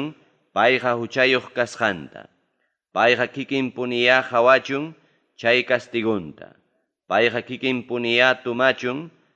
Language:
Ayacucho Quechua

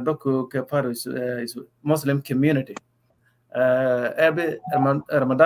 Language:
Nuer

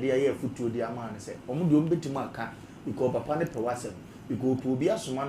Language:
Akan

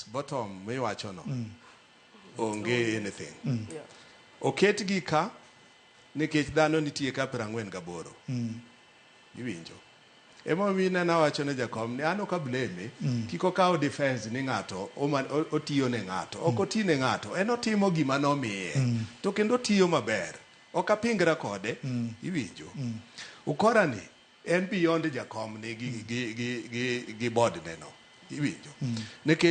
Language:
Luo (Kenya and Tanzania)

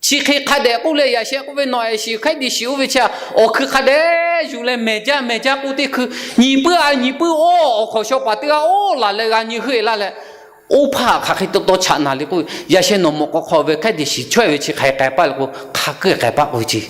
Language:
Lahu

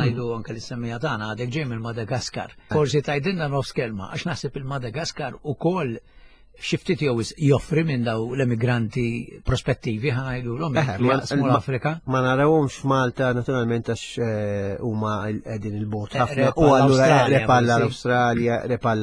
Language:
Maltese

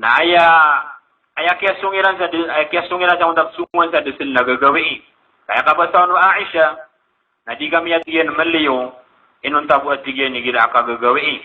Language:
Maranao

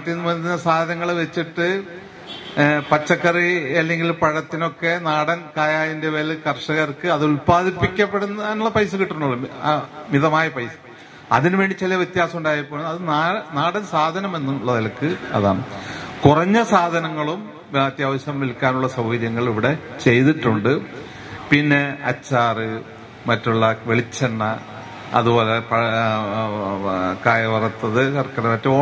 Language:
Malayalam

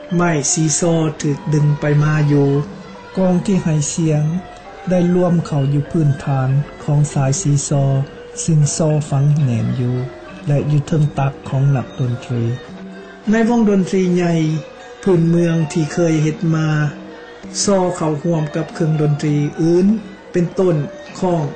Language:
Thai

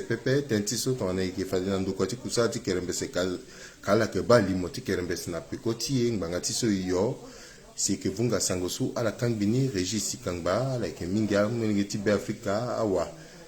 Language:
Sango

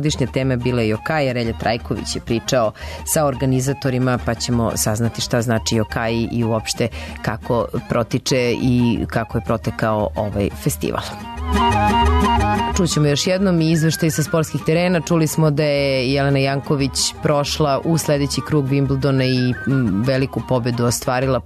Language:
Serbian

